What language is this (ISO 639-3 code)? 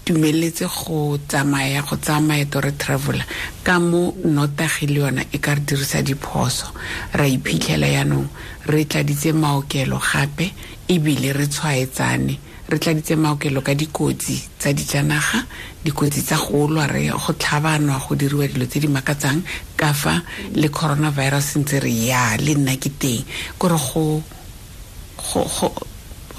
tsn